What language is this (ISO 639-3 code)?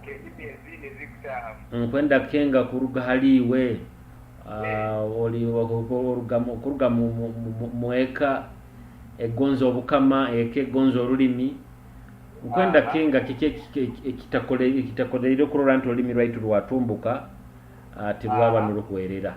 nyo